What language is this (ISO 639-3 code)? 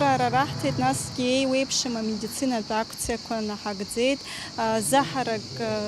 abk